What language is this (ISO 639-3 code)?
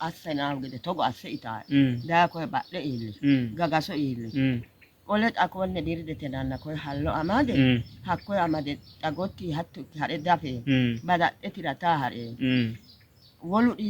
sid